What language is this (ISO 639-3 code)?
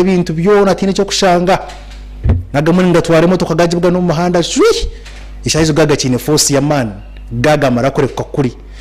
nyn